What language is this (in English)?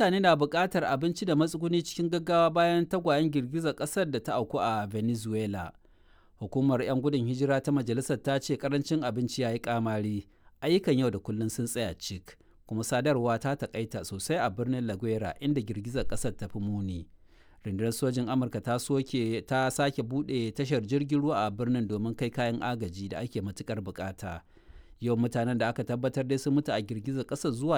Hausa